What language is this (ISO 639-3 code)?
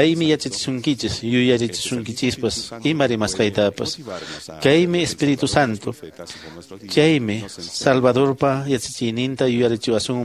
que